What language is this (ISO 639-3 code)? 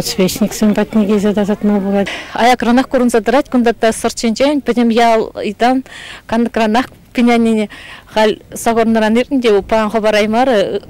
chv